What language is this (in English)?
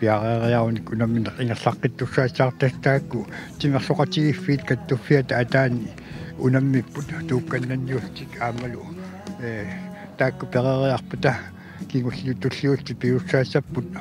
Kalaallisut